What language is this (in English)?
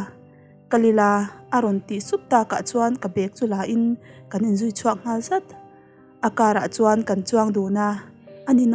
Mizo